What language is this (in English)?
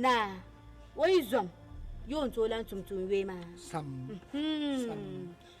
Dagbani